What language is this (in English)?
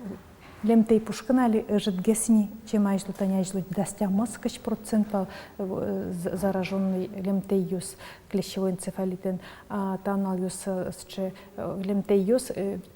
Udmurt